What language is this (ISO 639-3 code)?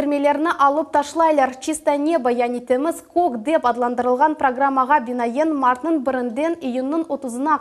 crh